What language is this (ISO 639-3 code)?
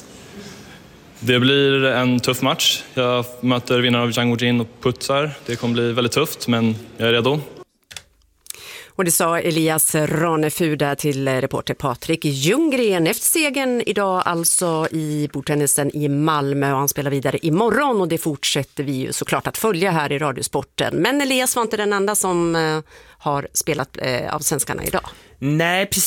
swe